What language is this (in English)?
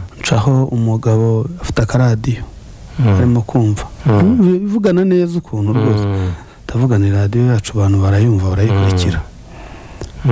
Kinyarwanda